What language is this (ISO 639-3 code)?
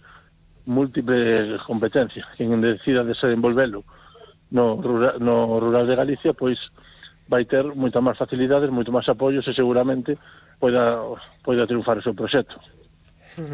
glg